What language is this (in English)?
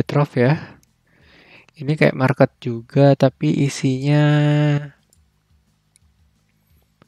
Indonesian